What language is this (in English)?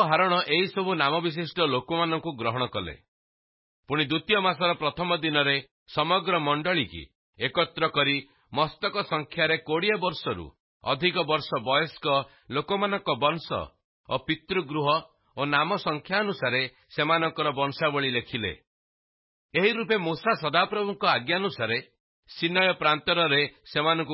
Odia